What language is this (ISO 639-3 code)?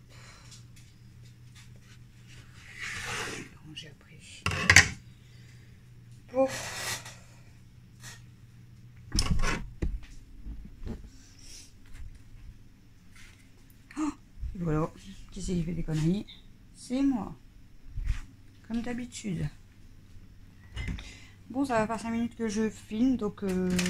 fra